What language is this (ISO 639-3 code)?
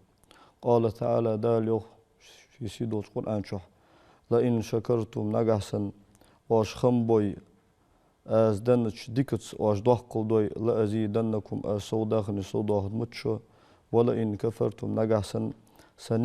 inh